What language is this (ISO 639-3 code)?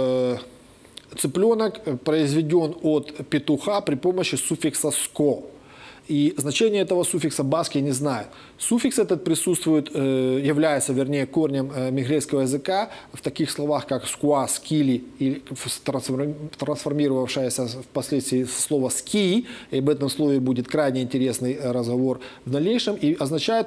rus